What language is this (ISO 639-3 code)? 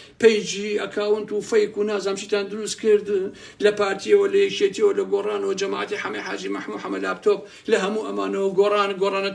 ckb